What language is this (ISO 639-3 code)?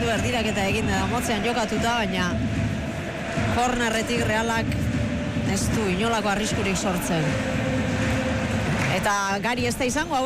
eus